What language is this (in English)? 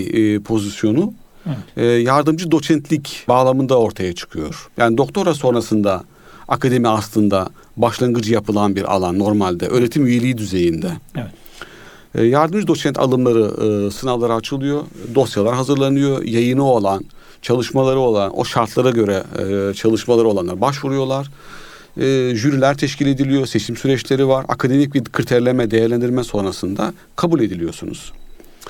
Turkish